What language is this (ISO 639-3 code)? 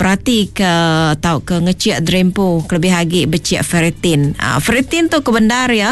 iba